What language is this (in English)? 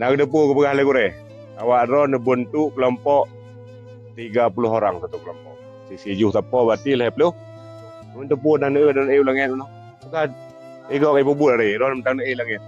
Achinese